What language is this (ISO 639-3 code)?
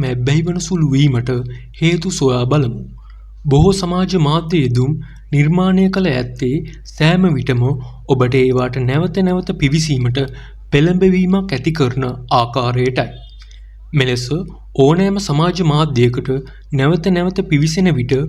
sin